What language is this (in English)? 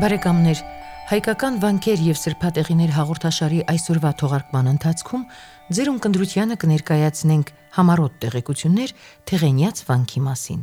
Armenian